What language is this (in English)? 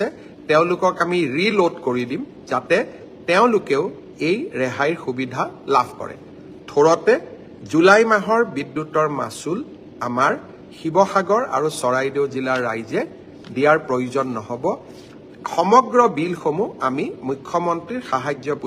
Assamese